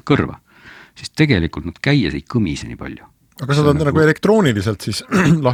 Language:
Estonian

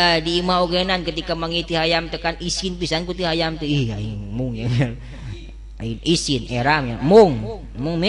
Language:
Sundanese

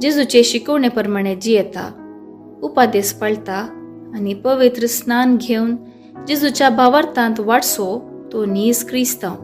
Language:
Konkani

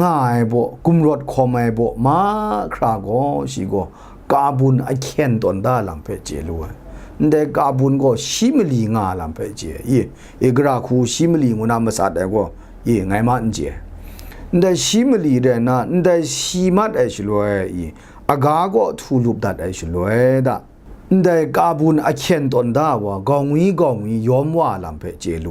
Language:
Kachin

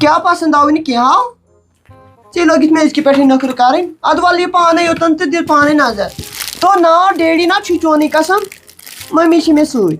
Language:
Kashmiri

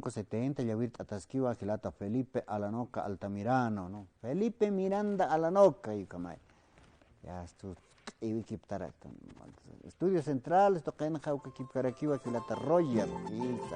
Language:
Aymara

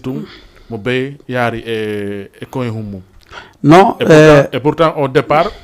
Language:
Fula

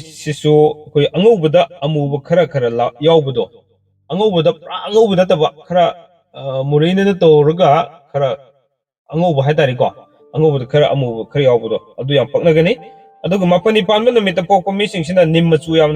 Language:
Manipuri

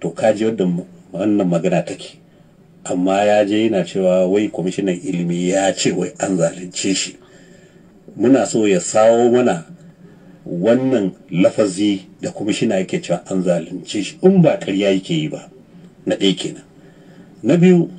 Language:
Hausa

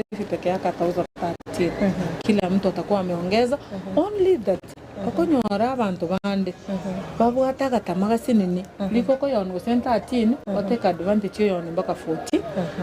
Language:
Gusii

